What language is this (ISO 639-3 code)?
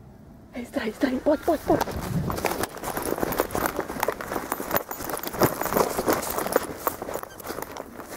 ces